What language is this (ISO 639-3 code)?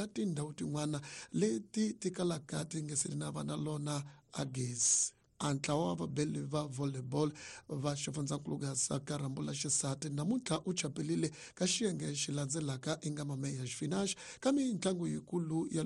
tso